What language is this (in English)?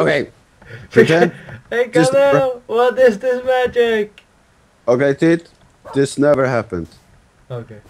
Faroese